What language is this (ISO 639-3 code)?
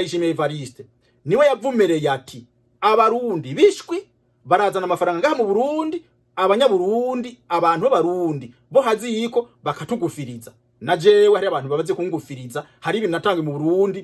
run